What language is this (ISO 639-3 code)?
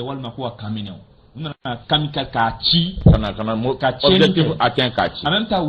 bam